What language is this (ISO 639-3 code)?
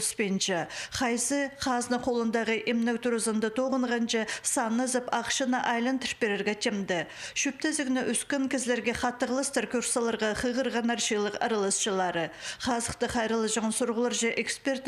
kjh